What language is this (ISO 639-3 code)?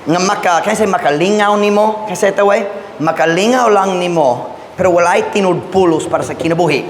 ceb